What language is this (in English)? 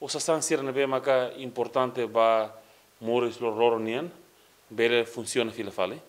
Tetum